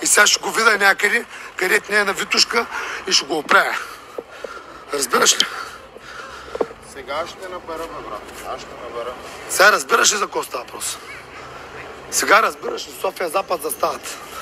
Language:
Bulgarian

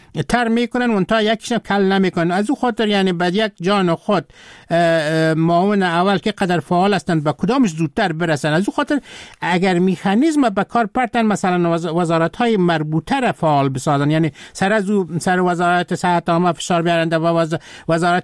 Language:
Persian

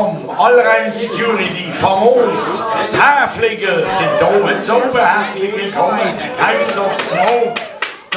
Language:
Swiss German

